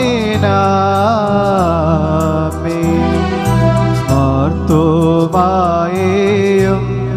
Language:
Malayalam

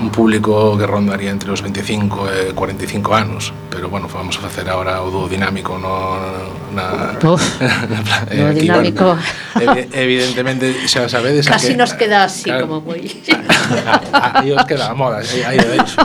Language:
Galician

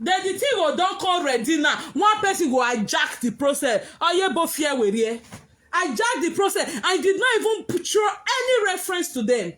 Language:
Nigerian Pidgin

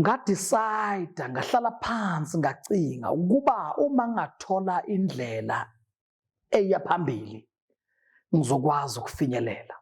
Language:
Zulu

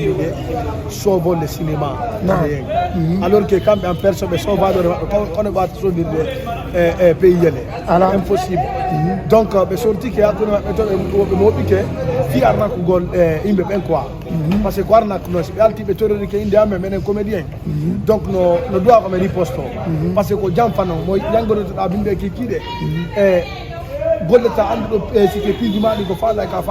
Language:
Fula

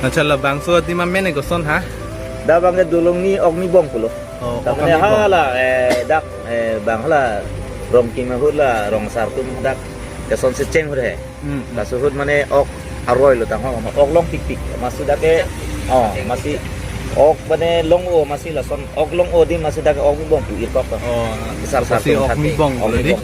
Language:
Karbi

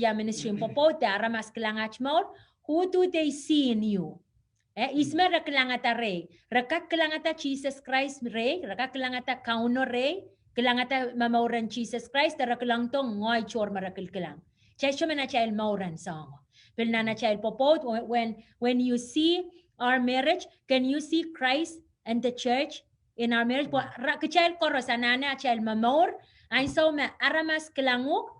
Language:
Pohnpeian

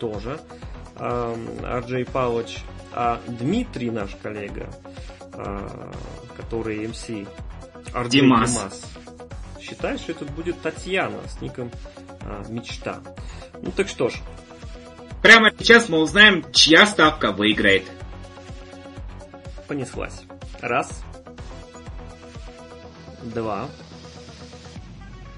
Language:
Russian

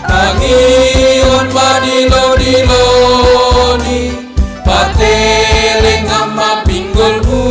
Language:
Batak Simalungun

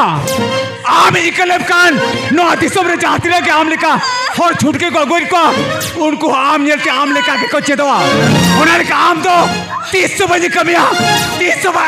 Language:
Santali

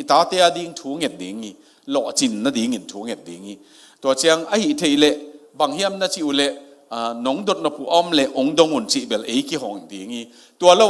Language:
Tedim Chin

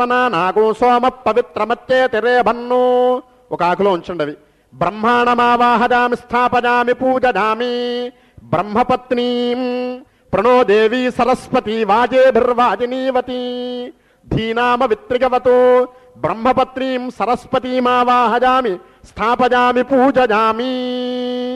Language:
Telugu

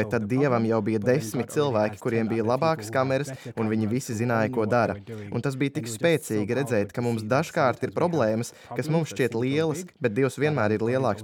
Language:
Latvian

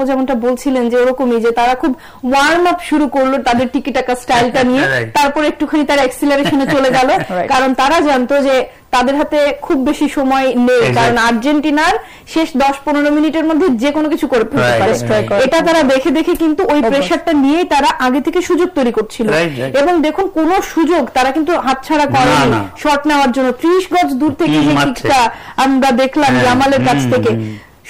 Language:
Bangla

